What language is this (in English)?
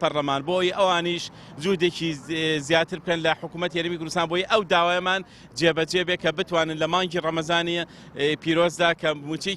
Central Kurdish